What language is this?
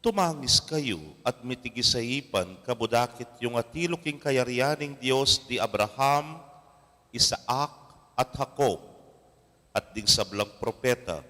Pampanga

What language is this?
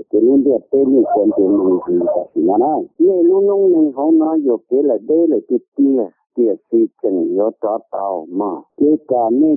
Hmong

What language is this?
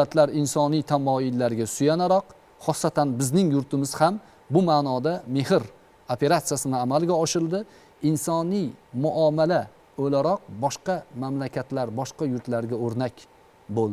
Uzbek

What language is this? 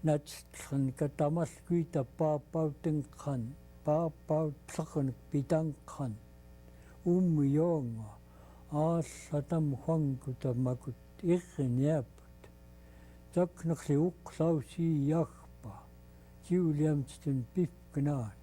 Central Yupik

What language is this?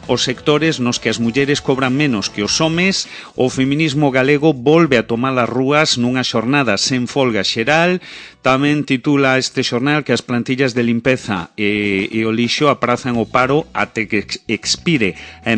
Galician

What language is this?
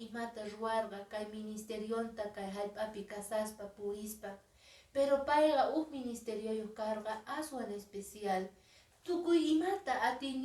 Quechua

